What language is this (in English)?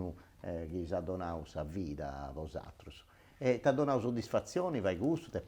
Sardinian